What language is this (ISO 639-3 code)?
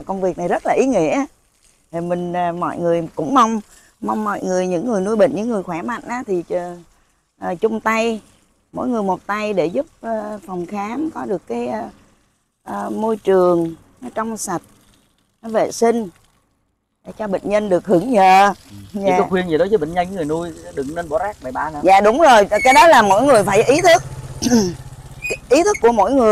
vie